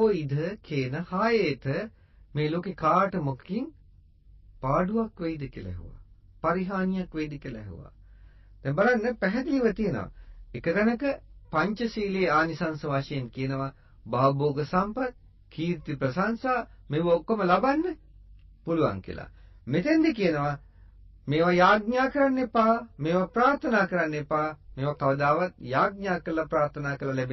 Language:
Sinhala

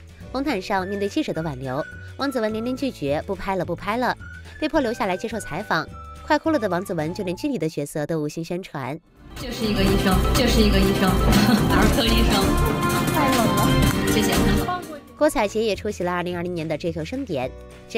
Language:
Chinese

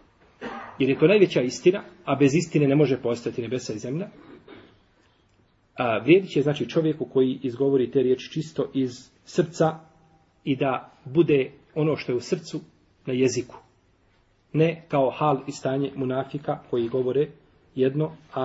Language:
Bosnian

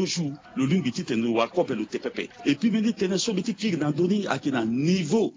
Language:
Sango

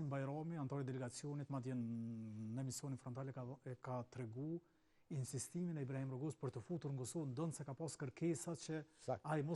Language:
Albanian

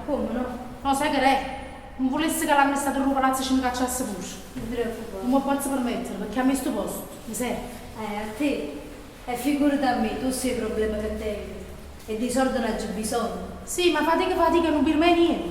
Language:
Neapolitan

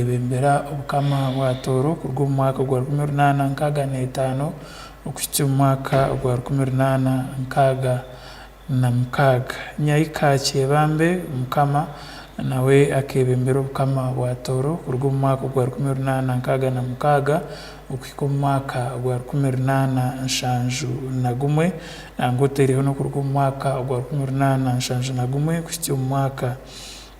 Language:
Tooro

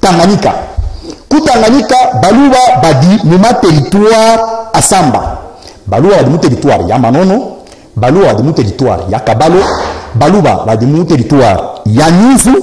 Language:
Luba-Katanga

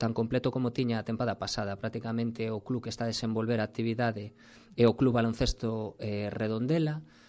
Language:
Galician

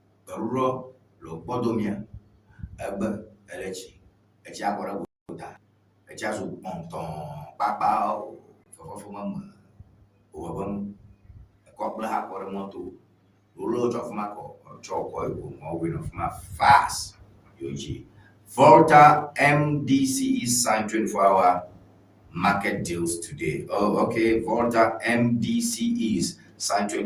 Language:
Ewe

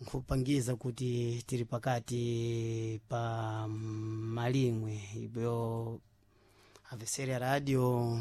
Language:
Sena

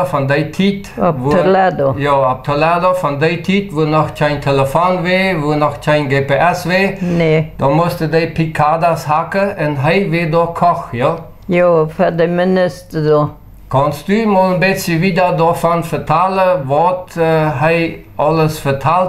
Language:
Plautdietsch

